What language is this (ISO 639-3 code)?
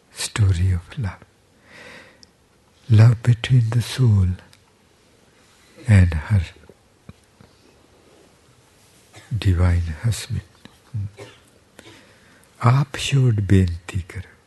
pan